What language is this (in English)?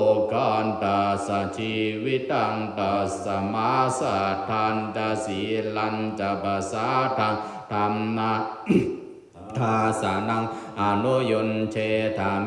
Pali